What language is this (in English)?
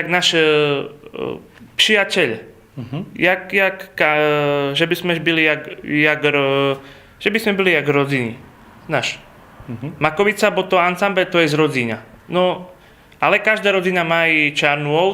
Rusyn